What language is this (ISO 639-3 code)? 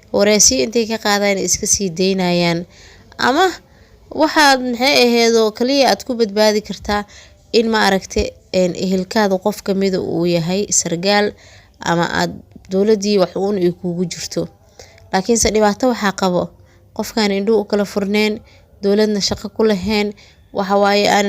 som